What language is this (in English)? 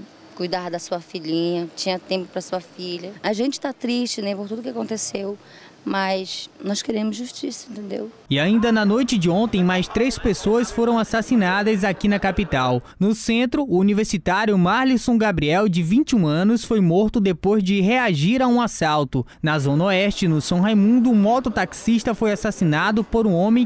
Portuguese